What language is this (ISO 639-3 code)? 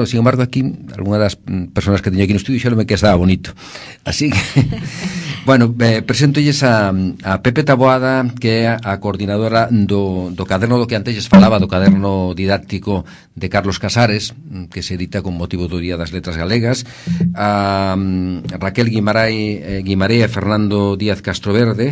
glg